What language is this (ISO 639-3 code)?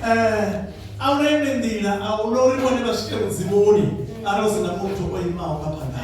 ven